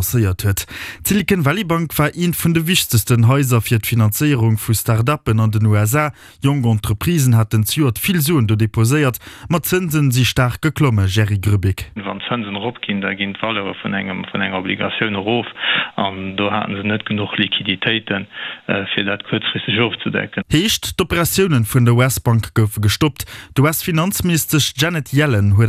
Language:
Luxembourgish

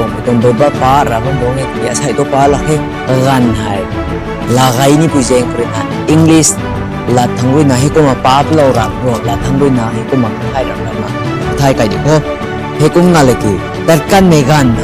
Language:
Rongmei Naga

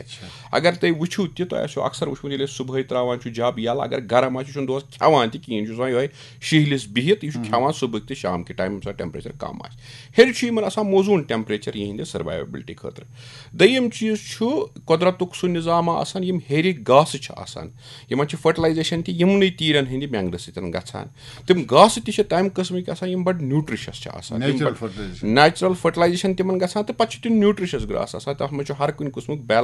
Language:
Kashmiri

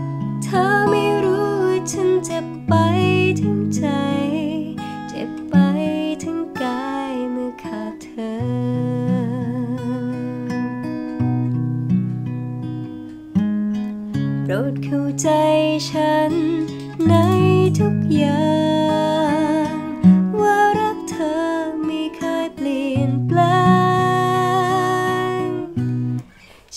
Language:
Thai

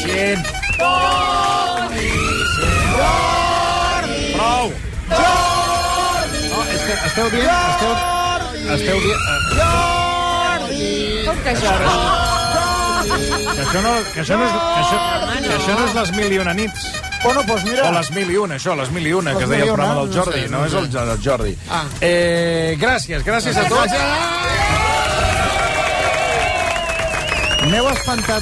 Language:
Catalan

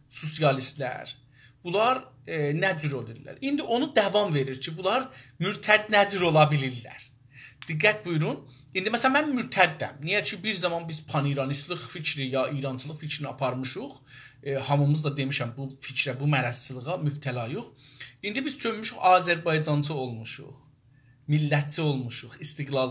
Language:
South Azerbaijani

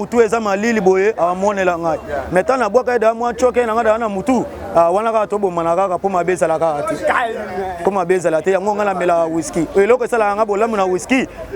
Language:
Lingala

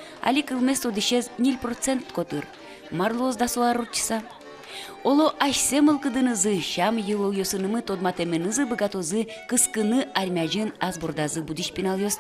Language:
Udmurt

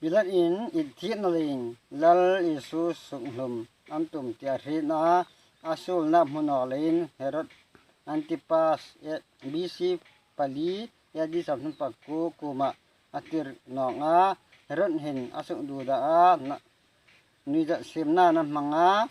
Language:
Hmar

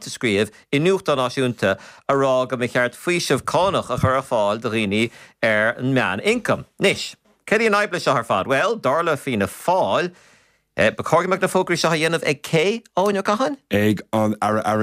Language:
Irish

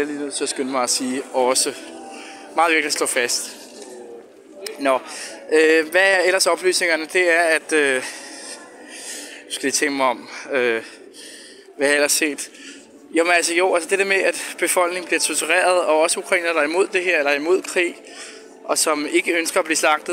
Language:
Danish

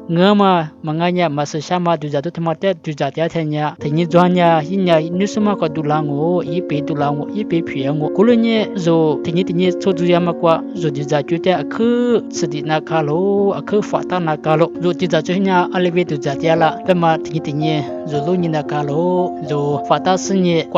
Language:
Lisu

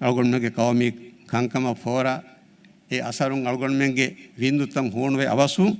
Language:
Divehi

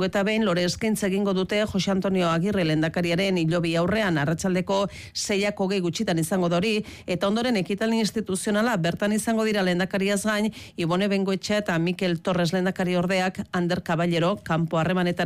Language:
Basque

